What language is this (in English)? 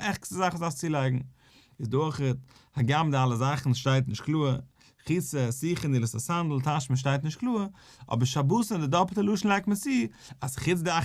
Yiddish